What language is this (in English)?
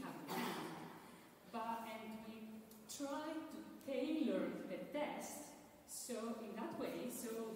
English